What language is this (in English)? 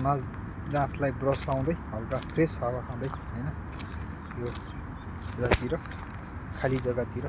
Nepali